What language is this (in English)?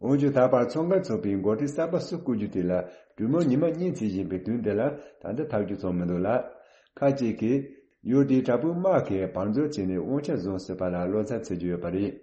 Tibetan